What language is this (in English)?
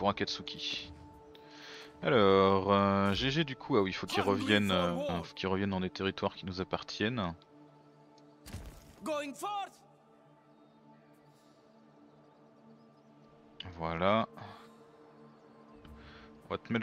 French